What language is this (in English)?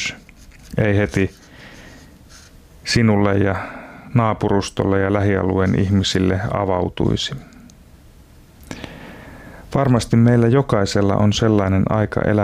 Finnish